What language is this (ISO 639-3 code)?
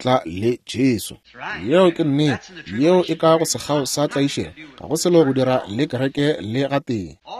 nso